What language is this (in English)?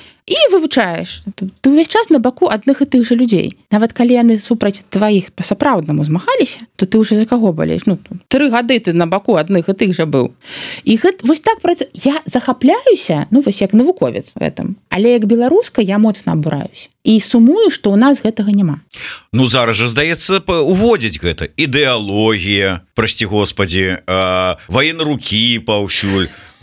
Belarusian